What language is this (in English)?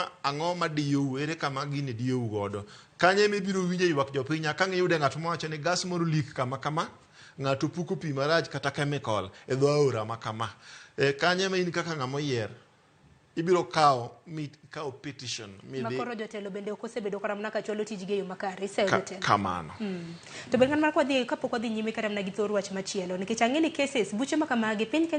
Luo (Kenya and Tanzania)